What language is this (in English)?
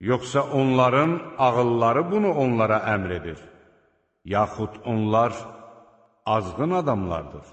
Azerbaijani